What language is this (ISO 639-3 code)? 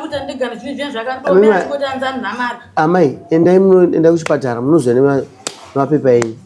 sna